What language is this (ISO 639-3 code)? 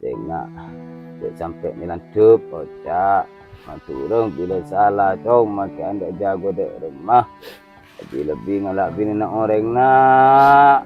mad